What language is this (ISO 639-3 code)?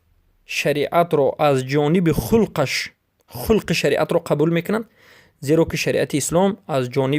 fas